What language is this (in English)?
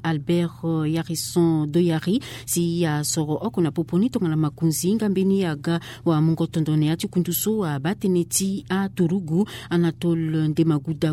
Sango